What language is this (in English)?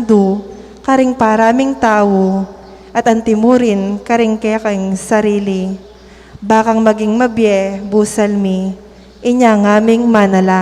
Pampanga